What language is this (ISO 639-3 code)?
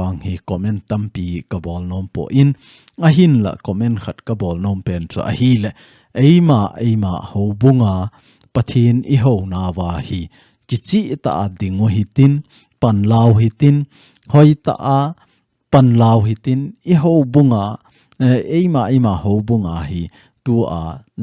tcz